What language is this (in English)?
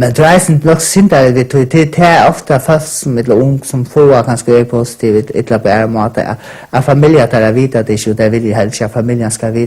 Faroese